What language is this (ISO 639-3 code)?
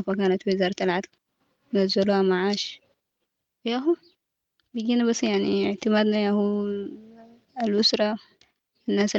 apd